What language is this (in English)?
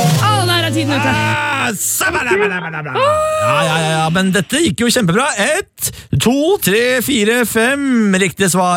Norwegian